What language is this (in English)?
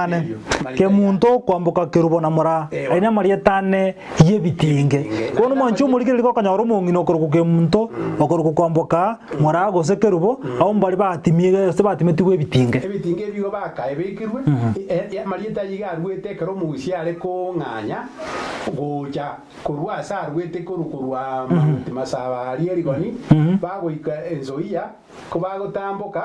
Gusii